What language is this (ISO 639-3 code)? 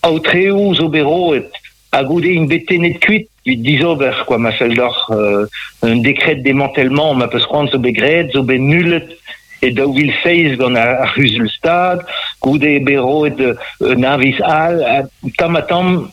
bre